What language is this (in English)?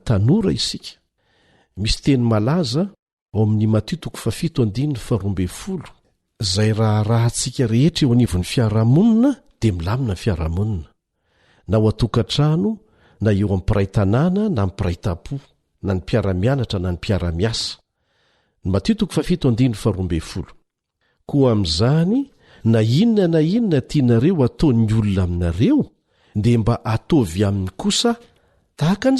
Malagasy